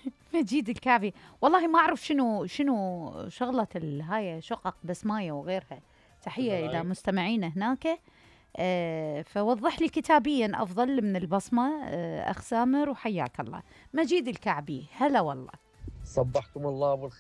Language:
Mesopotamian Arabic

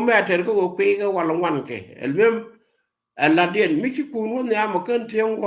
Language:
Nuer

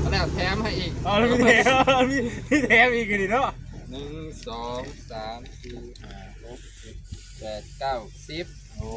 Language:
Northeastern Thai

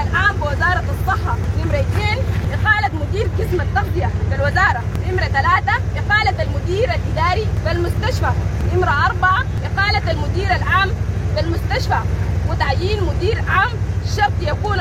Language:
Sudanese Arabic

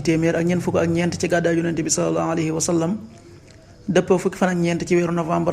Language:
Wolof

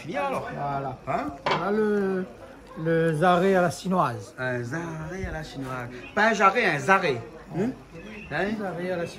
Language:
Réunion Creole French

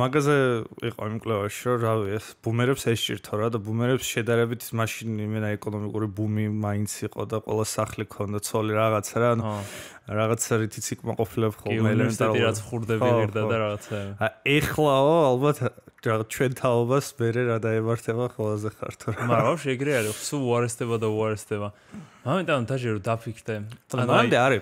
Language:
Georgian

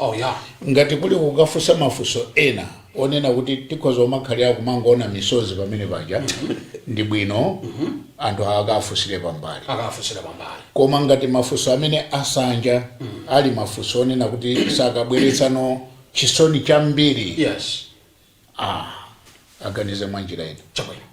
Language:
Nyanja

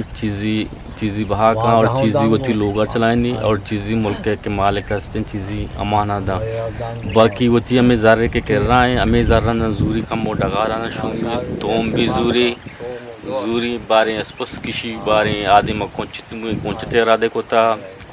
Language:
Eastern Balochi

